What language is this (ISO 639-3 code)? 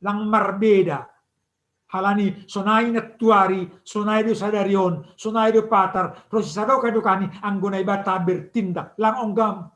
bts